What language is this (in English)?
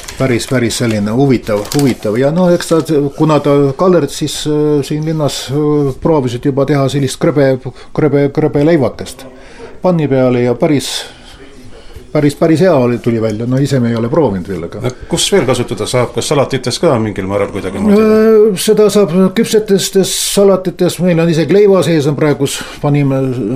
Estonian